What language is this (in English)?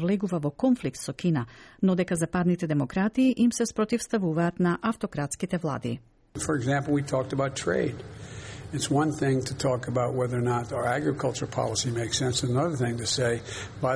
Macedonian